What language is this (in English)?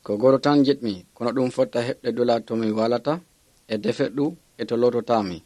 Nigerian Fulfulde